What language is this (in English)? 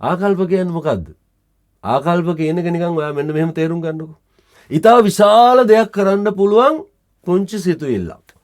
Sinhala